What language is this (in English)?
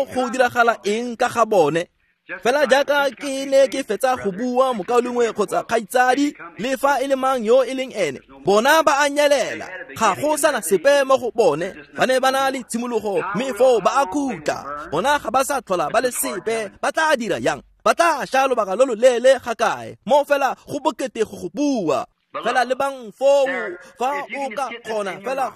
Tswana